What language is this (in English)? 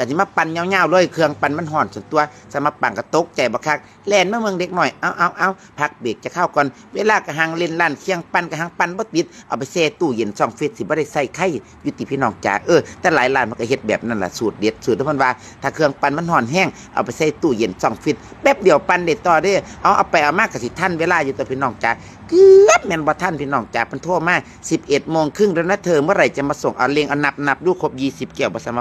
Northeastern Thai